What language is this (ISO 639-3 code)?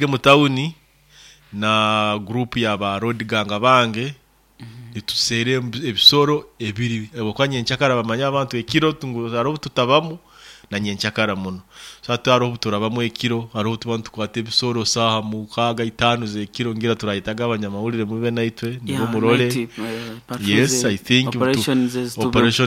nyo